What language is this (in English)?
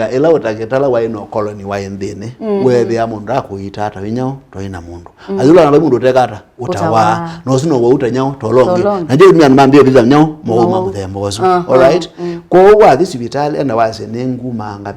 Kamba